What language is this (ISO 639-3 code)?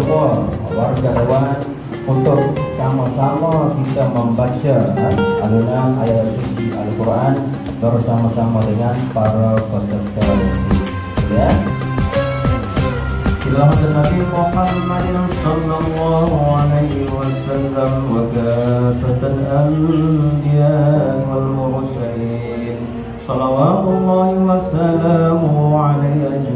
msa